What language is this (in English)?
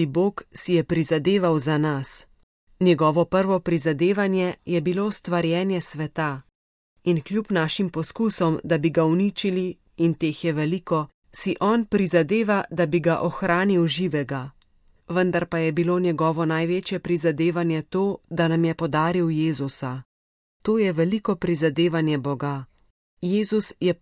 Slovenian